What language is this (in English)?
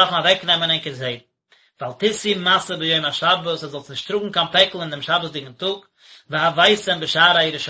Yiddish